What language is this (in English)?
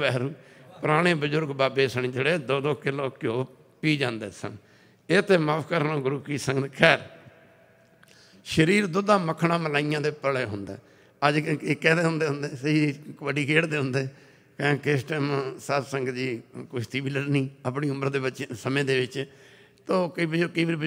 Punjabi